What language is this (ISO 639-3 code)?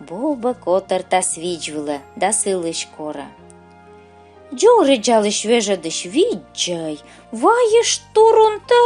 kom